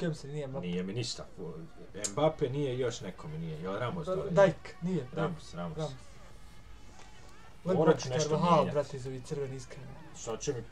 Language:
Bosnian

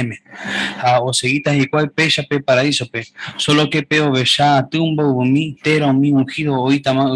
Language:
Guarani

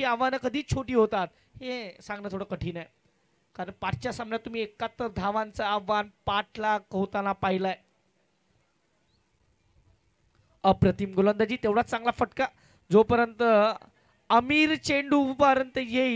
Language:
Marathi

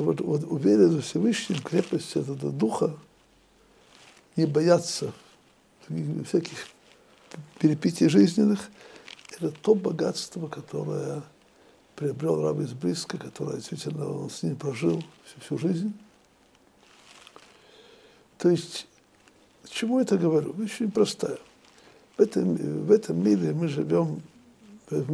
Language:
Russian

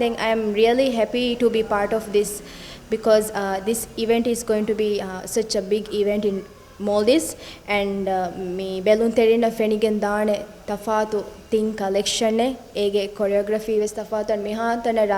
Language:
Divehi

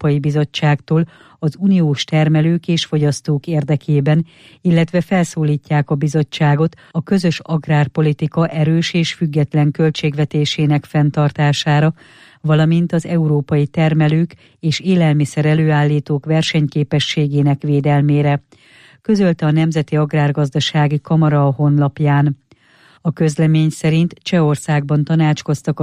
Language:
Hungarian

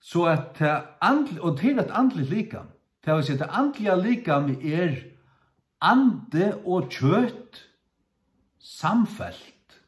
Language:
Faroese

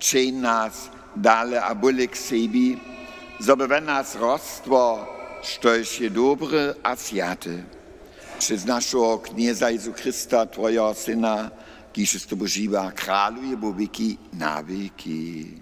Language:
Upper Sorbian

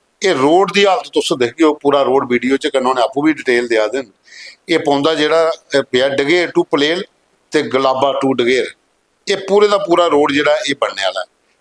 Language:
Dogri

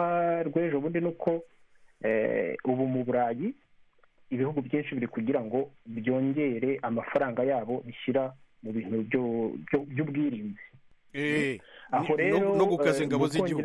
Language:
Kinyarwanda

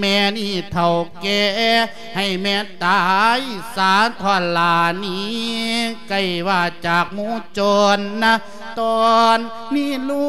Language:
Lao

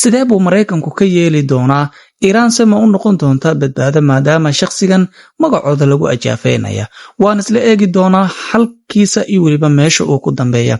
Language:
Somali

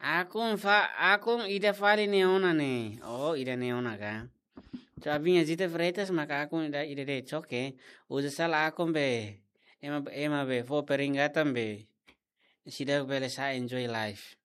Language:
Tetum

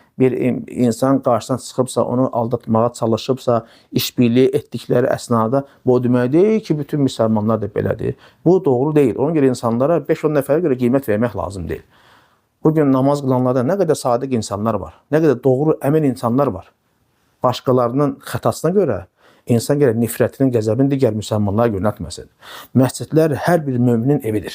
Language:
Azerbaijani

